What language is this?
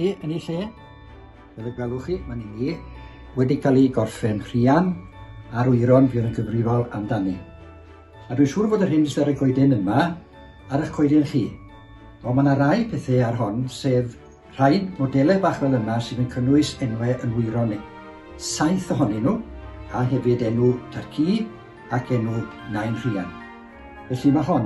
Welsh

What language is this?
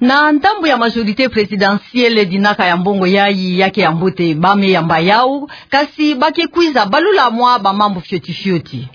Kituba (Democratic Republic of Congo)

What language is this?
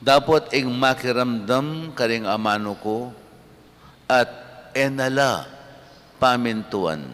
Pampanga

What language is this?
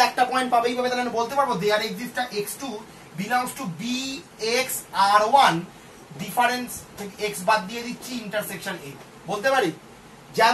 Bangla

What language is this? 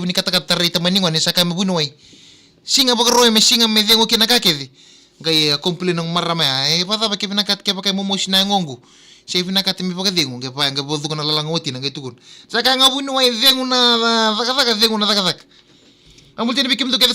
Fijian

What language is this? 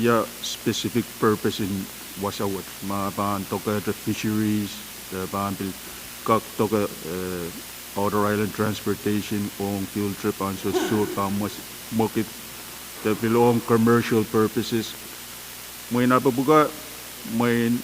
Pohnpeian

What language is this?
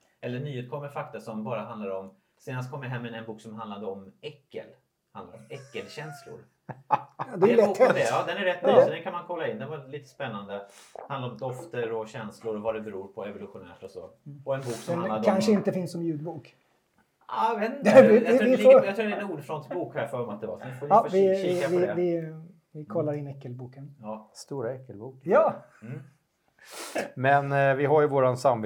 Swedish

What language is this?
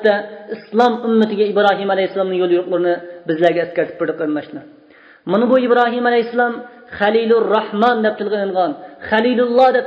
Uyghur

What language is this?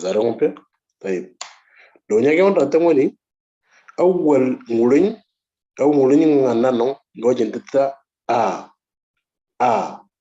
Moro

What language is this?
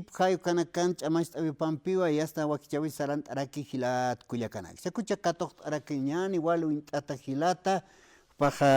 Aymara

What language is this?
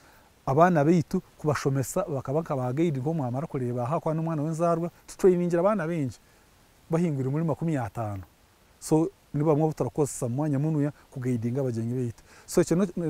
Nyankole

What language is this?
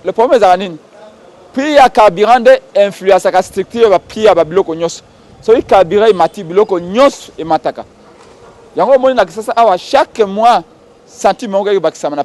Lingala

